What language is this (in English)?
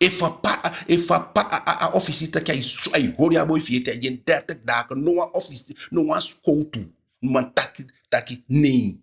Eastern Maroon Creole